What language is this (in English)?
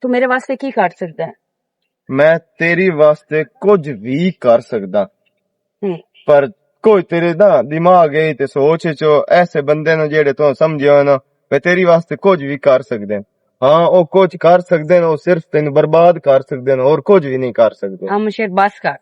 Western Panjabi